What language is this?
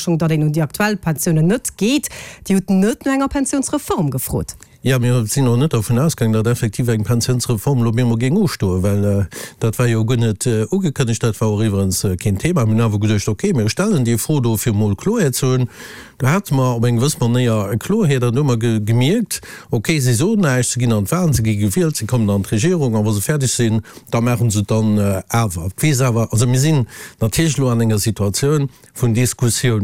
Luxembourgish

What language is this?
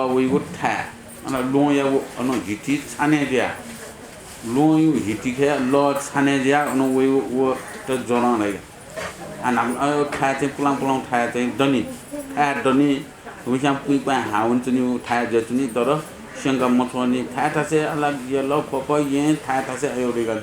Newari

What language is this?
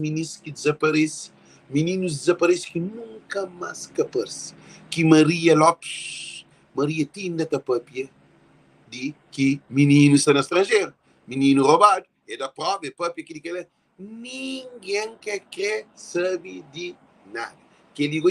Kabuverdianu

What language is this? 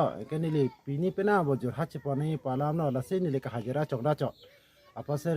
Karbi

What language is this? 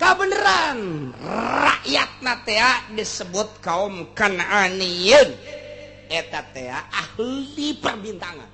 Sundanese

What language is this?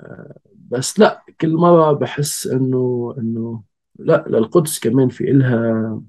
North Levantine Arabic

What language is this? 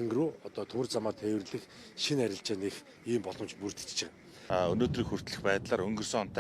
Mongolian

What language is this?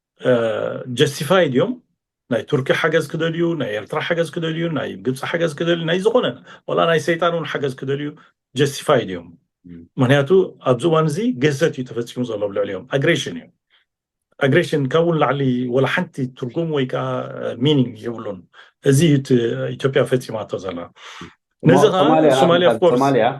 Tigrinya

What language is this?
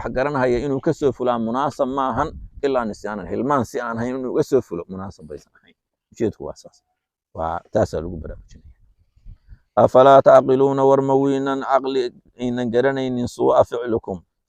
Somali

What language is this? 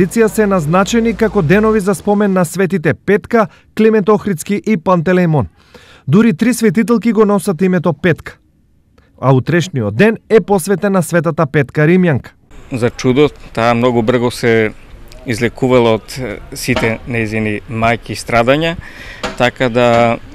Macedonian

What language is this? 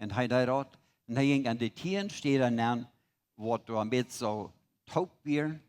Plautdietsch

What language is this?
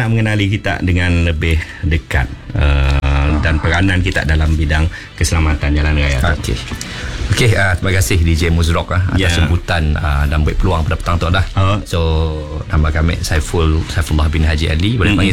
Malay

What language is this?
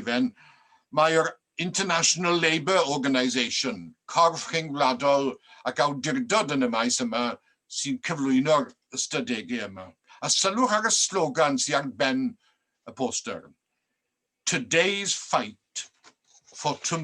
Welsh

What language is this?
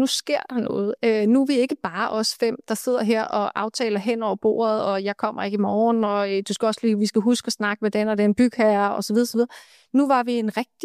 Danish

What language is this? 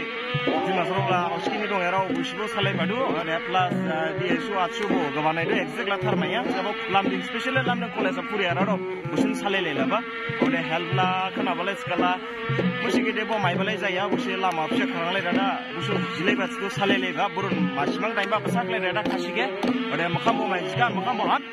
Dimasa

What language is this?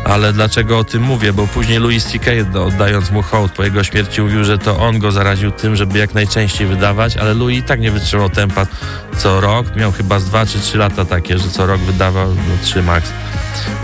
Polish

